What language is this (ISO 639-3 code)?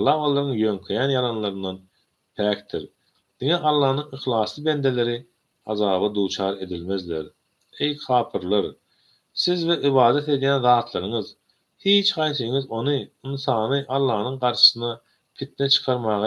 tuk